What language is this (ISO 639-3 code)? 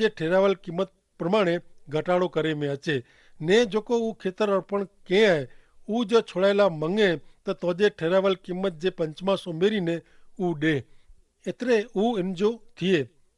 kfr